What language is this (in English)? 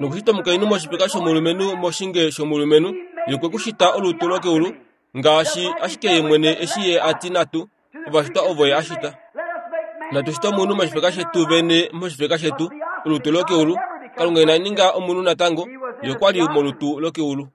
Kuanyama